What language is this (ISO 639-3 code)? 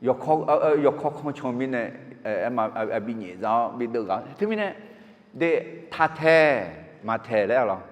ahk